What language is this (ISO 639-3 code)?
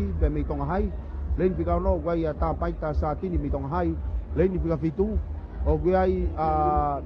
ton